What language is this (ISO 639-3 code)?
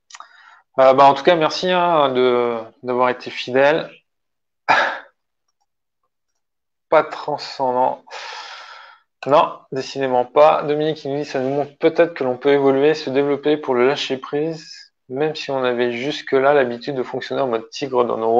fra